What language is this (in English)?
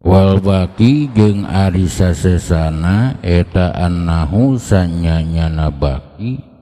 Sundanese